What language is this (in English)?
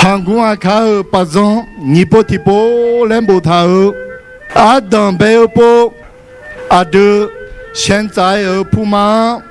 Akha